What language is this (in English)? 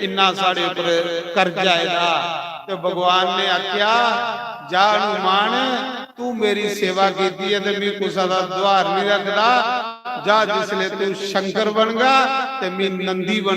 Dogri